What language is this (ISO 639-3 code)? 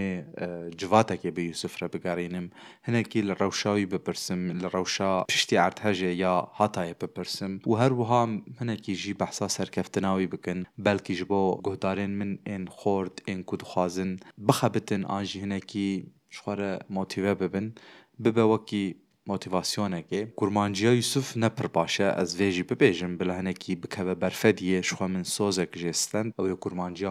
kur